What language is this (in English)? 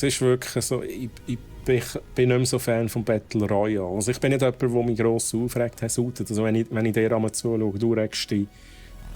Swiss German